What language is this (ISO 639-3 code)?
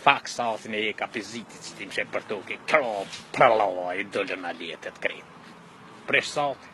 sqi